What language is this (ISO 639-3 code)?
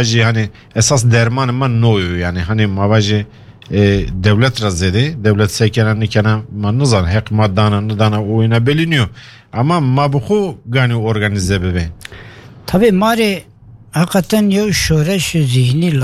kur